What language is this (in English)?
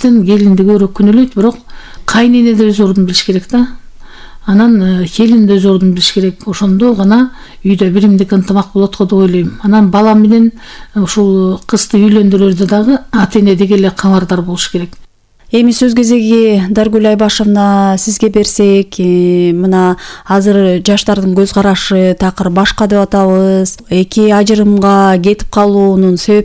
Kyrgyz